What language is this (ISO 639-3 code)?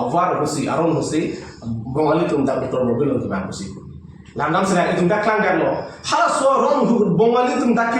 mjw